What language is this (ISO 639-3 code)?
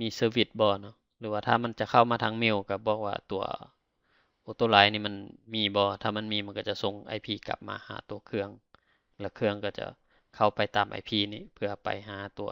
lao